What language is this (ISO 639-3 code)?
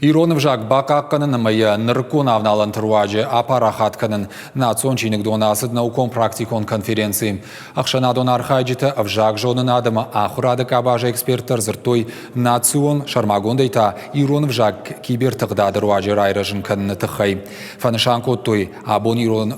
oss